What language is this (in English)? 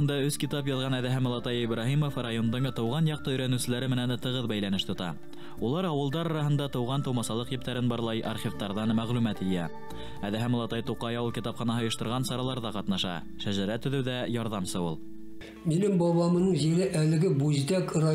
Bashkir